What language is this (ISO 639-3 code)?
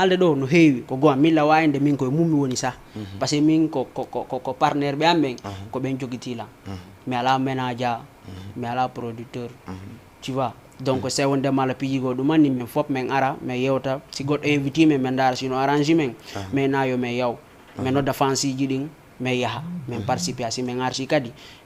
ful